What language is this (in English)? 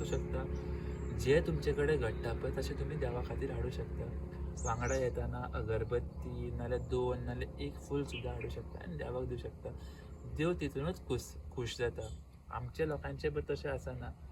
Konkani